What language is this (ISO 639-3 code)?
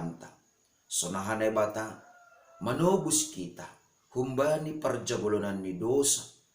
bts